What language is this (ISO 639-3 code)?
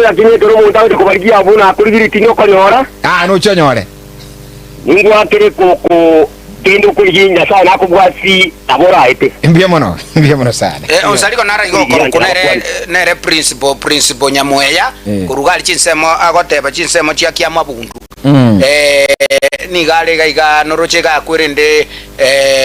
guz